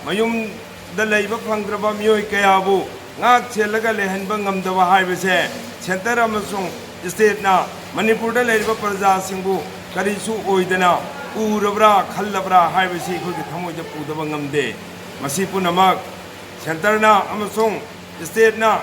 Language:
Manipuri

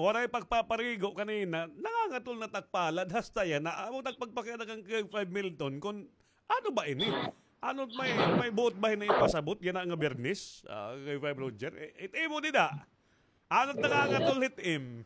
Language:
Waray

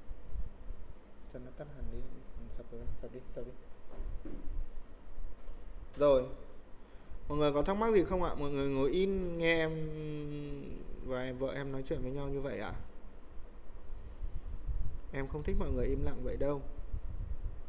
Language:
Vietnamese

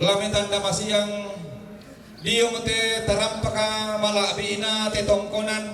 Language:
Toraja-Sa'dan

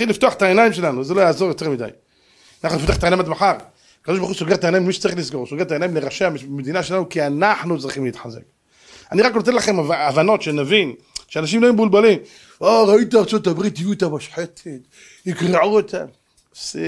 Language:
Hebrew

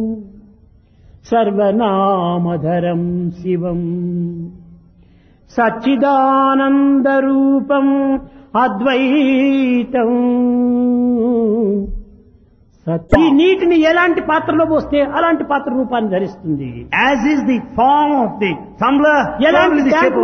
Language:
Telugu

